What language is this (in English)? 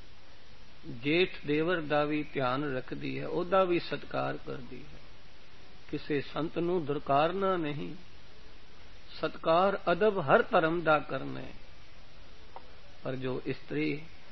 Punjabi